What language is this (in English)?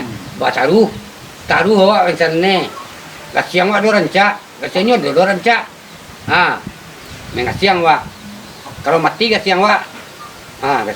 Minangkabau